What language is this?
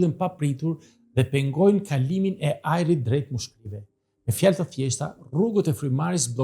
Albanian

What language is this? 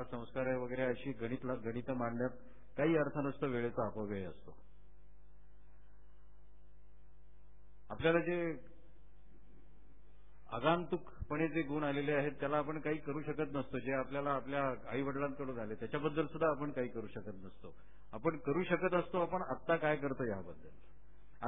Marathi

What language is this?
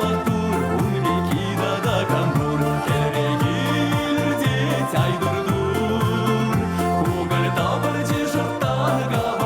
Chuvash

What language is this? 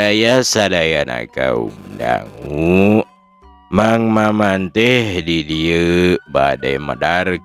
Sundanese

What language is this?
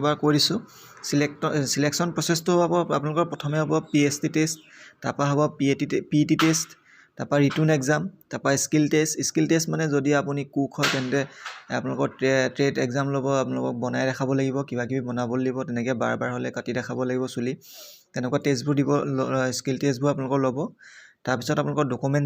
Assamese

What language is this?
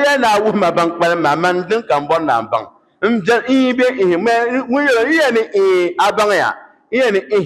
Dagbani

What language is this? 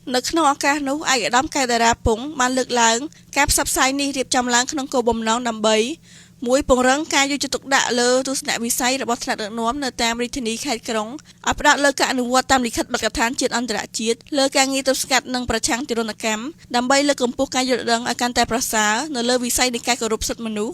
Khmer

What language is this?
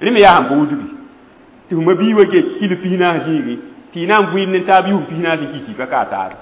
Mossi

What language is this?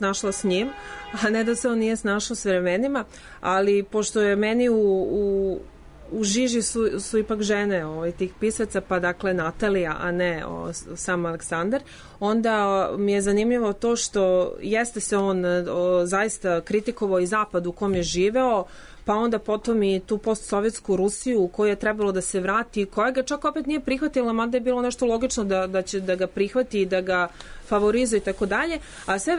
Serbian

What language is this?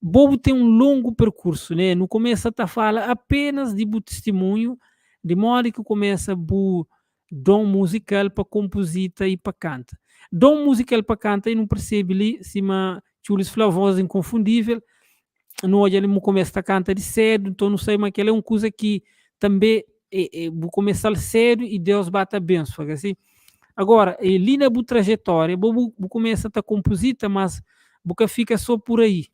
Kabuverdianu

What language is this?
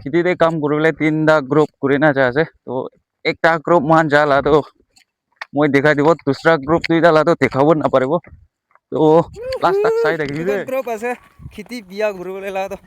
Naga Pidgin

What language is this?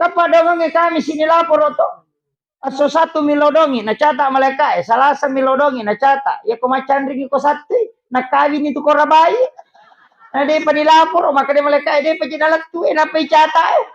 Buginese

